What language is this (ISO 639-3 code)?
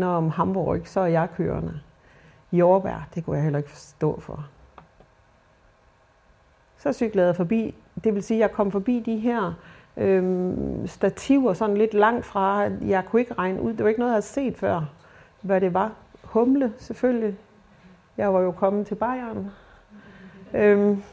dan